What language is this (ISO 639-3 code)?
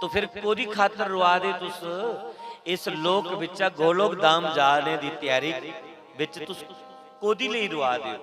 doi